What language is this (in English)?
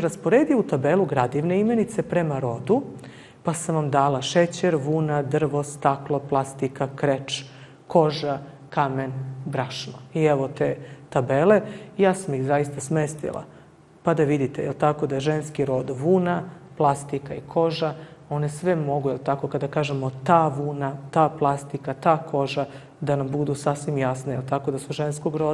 Serbian